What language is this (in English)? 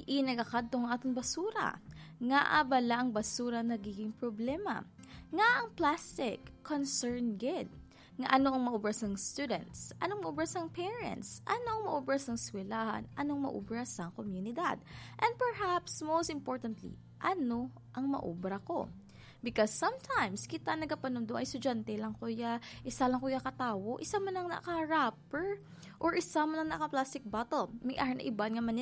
Hiligaynon